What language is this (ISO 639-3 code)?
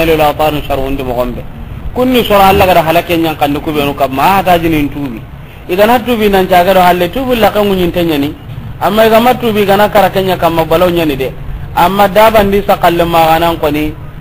snk